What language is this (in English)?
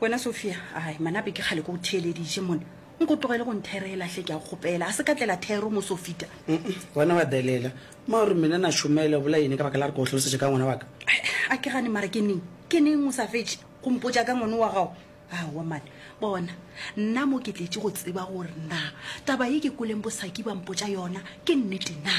Northern Sotho